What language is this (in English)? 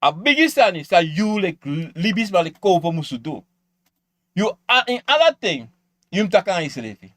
Sranan Tongo